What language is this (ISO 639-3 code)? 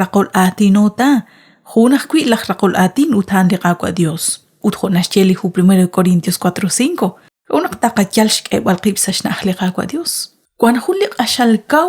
kek